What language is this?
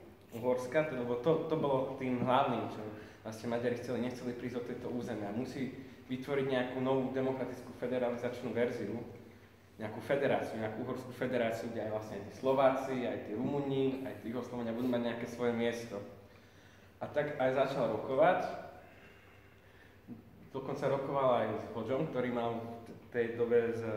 Slovak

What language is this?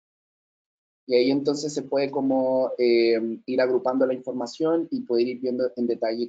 Spanish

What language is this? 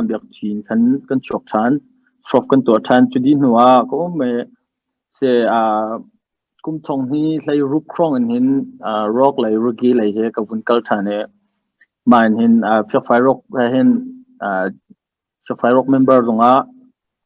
Hakha Chin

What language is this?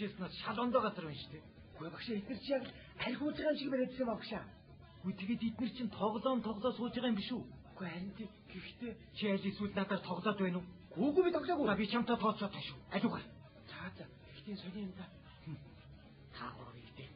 Mongolian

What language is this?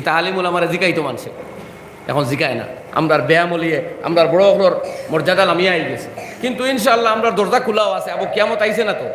Sylheti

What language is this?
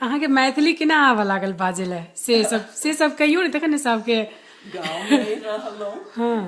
Maithili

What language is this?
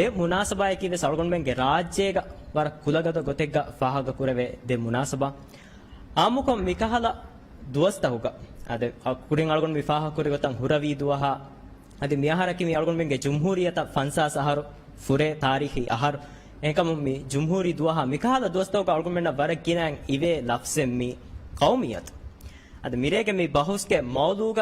Divehi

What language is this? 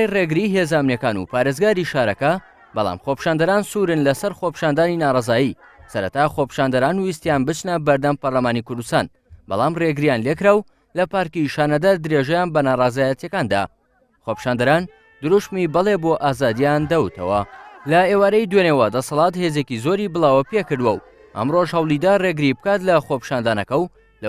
Central Kurdish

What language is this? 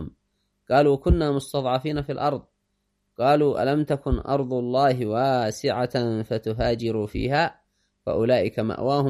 Arabic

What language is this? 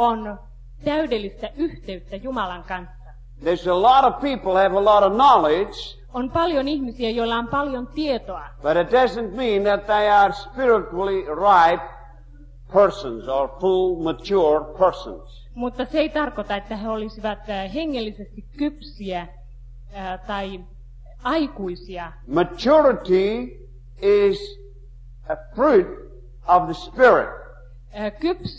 Finnish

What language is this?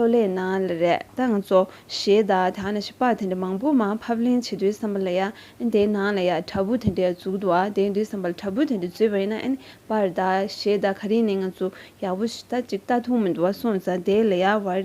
Tibetan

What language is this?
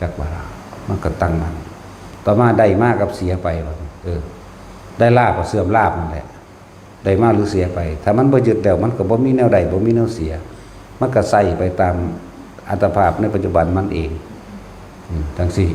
Northeastern Thai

